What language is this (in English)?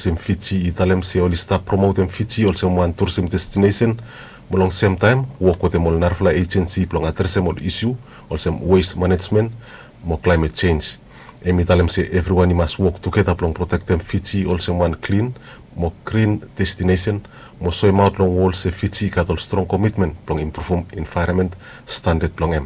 Bislama